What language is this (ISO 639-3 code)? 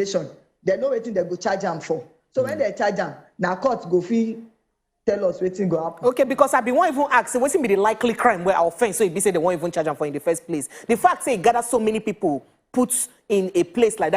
pcm